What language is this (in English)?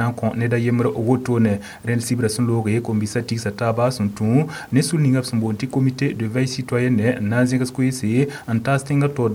Mossi